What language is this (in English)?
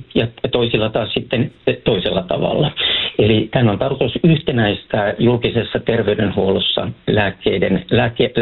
Finnish